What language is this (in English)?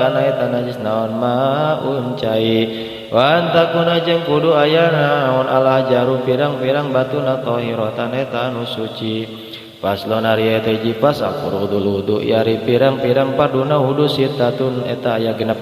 Sundanese